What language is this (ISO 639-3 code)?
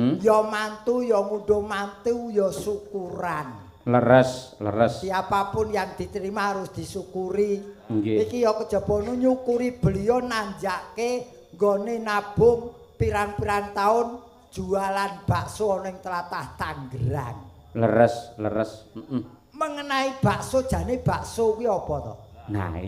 jav